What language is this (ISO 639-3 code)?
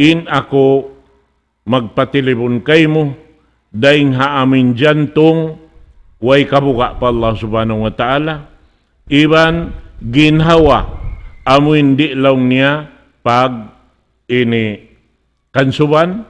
tsg